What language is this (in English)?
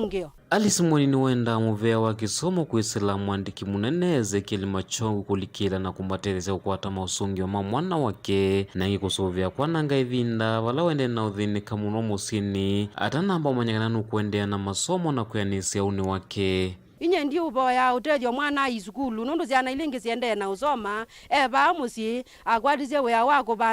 Kamba